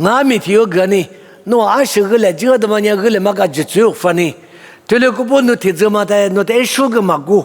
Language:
Lisu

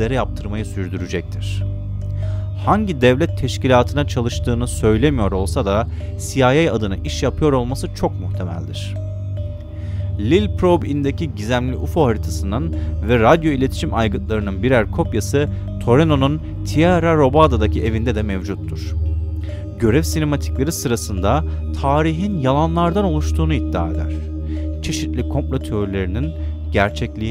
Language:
Turkish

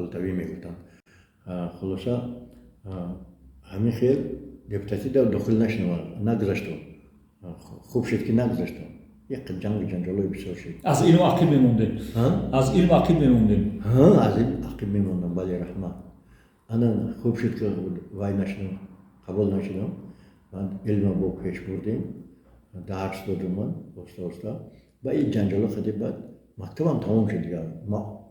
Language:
Tajik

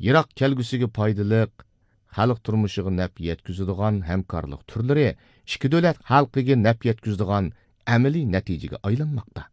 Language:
Uyghur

